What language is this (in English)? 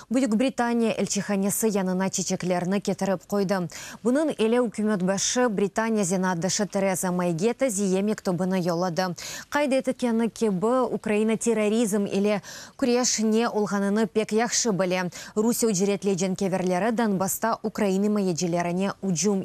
Crimean Tatar